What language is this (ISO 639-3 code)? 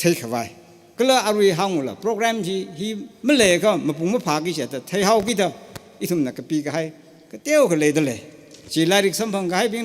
nmf